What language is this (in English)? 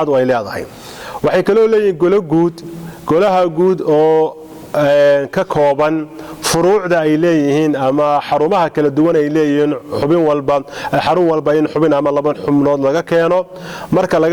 Somali